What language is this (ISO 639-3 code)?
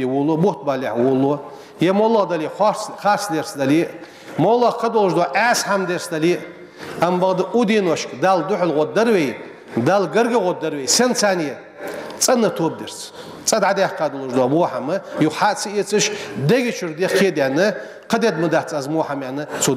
inh